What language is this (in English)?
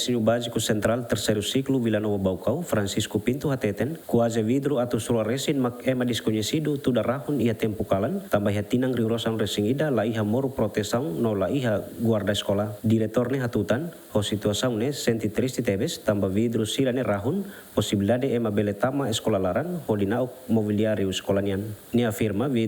Tetum